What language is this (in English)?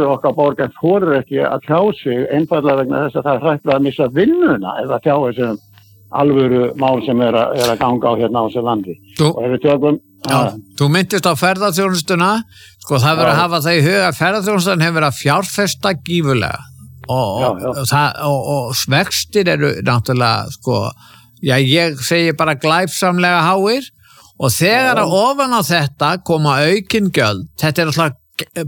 Icelandic